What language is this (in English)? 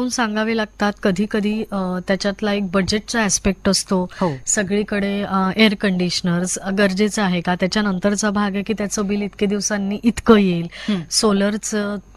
Marathi